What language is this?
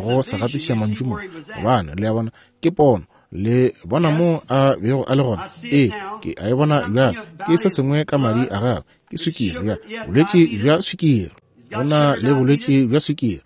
Northern Sotho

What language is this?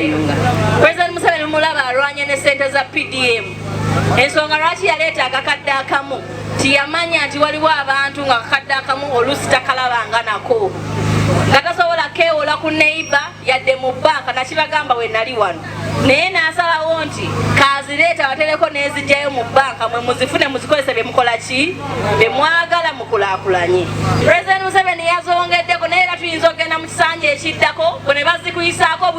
Ganda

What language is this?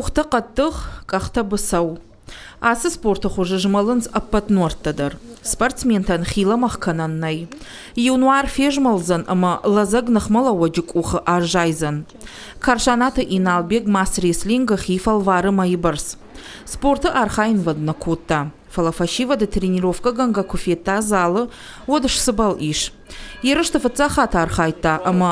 Ossetic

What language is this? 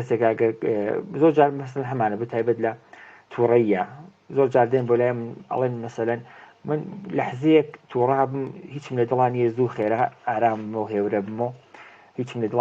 Central Kurdish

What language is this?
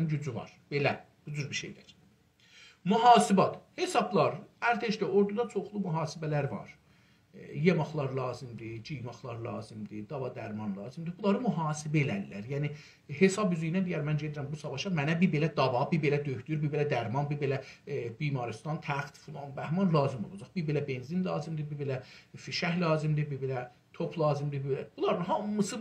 South Azerbaijani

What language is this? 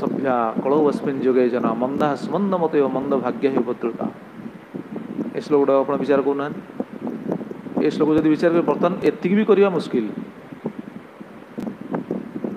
Odia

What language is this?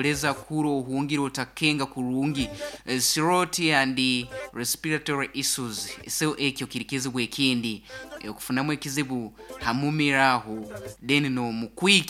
Nyoro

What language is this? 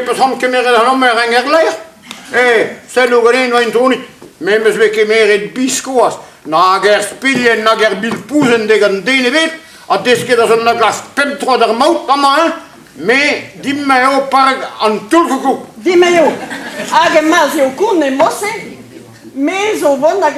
Breton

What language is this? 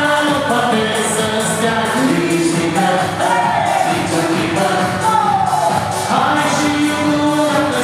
Romanian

